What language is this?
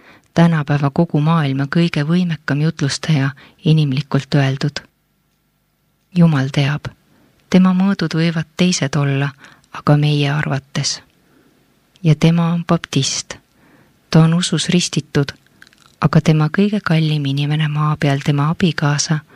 Estonian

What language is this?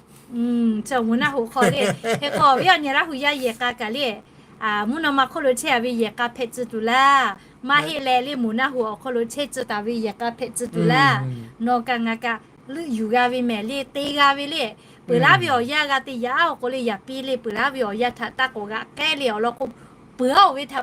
Lahu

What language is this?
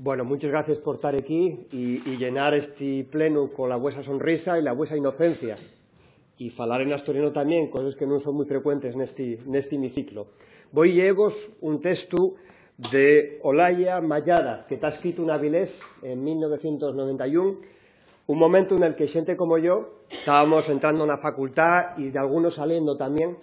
Asturian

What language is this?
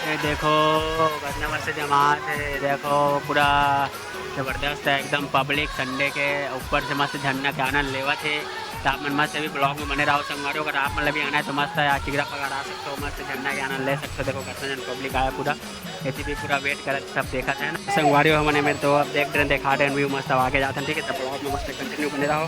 Chhattisgarhi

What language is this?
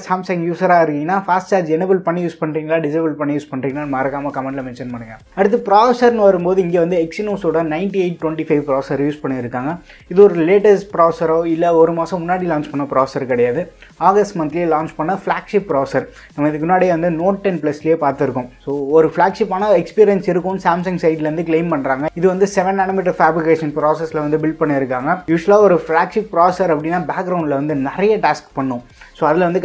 Tamil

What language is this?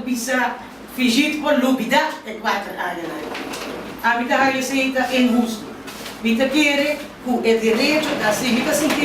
Papiamento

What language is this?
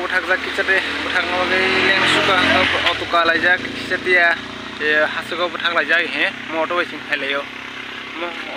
Kok Borok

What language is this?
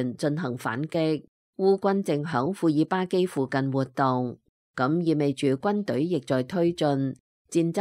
Cantonese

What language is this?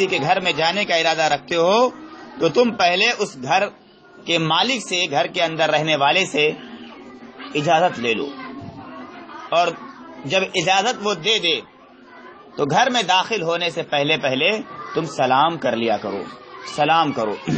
Urdu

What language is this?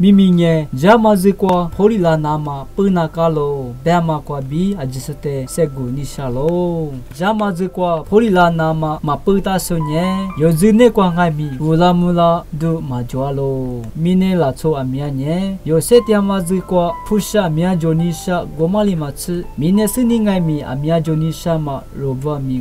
Lisu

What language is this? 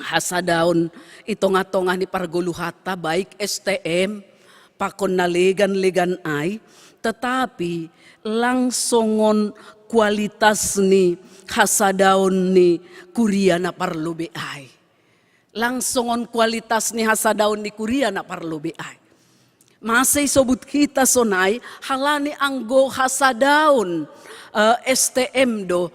Batak Simalungun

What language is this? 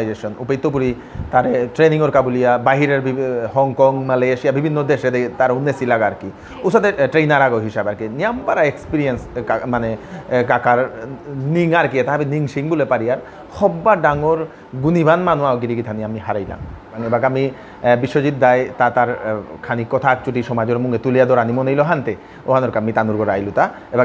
Bishnupriya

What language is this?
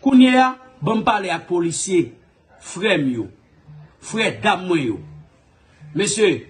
Haitian Creole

